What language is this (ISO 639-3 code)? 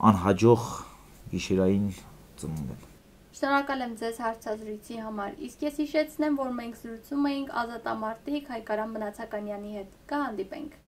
hye